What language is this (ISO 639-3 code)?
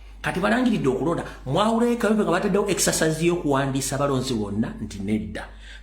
lug